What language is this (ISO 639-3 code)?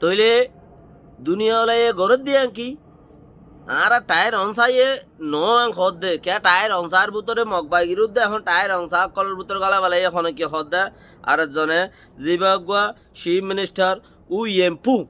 rhg